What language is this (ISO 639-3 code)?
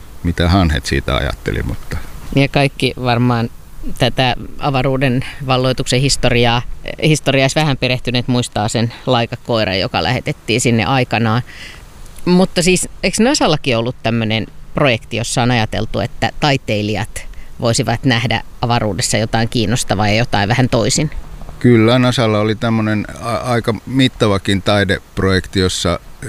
fin